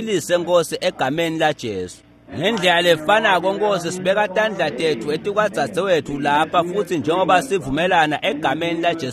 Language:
Swati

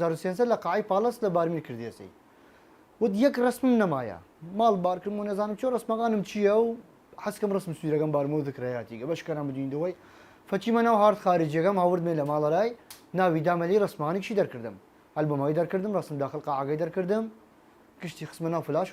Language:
Southern Kurdish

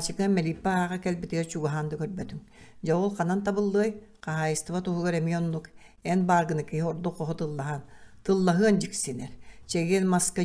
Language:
Yakut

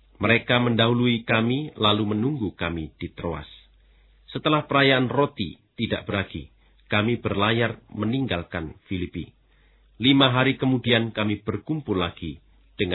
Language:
Indonesian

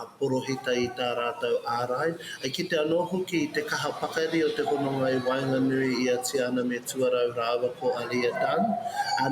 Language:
Māori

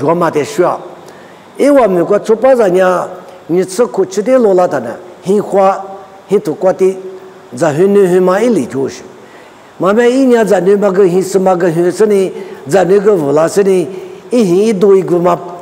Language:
Lisu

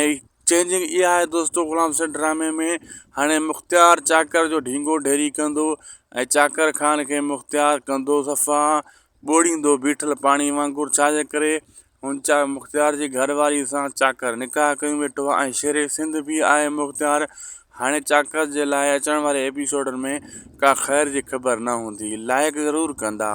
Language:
Sindhi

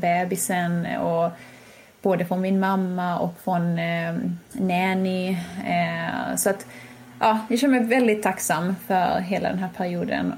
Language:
Swedish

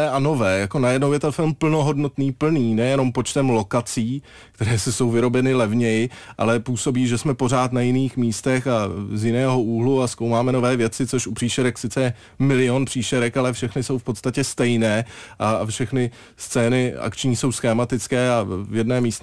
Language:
Czech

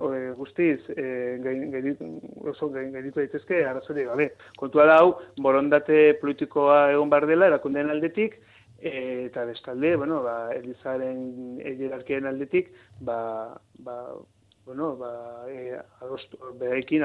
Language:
Basque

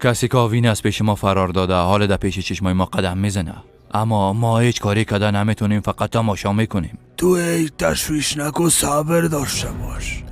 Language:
Persian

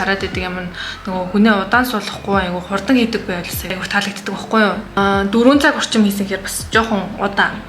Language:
Mongolian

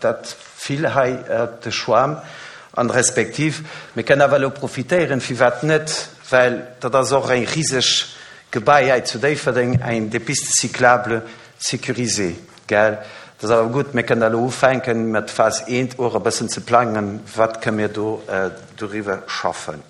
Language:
Luxembourgish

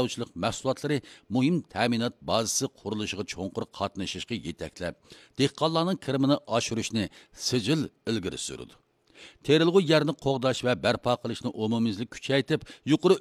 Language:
Uyghur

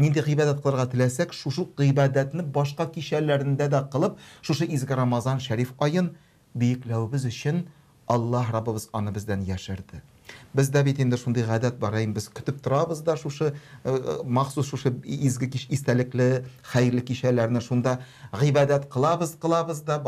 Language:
Tatar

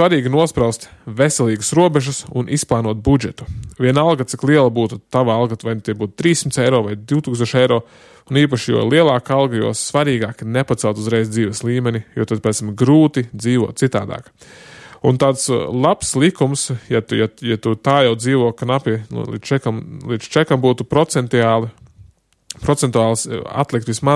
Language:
Latvian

